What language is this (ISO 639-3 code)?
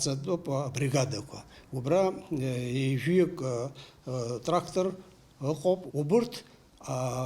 abk